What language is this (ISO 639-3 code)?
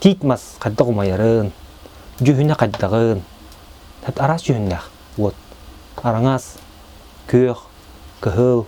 sah